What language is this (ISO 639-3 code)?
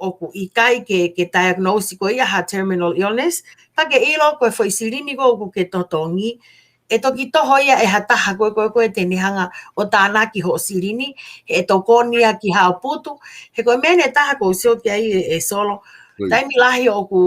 ton